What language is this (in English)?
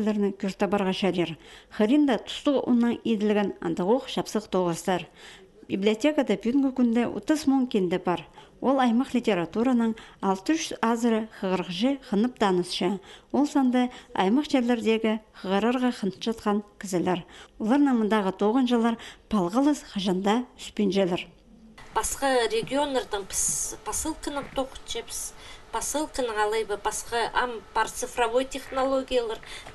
Khakas